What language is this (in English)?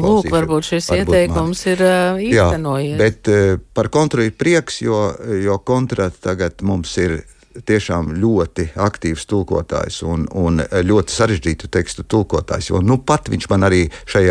Latvian